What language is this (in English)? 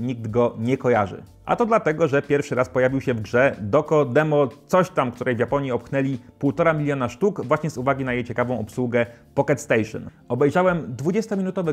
Polish